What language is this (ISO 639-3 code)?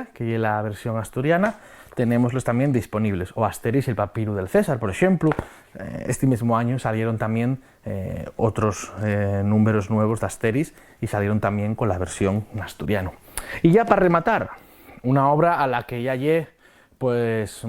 ast